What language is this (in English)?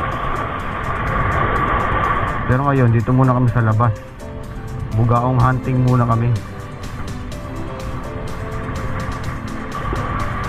Filipino